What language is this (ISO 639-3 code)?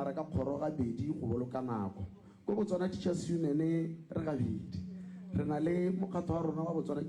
tsn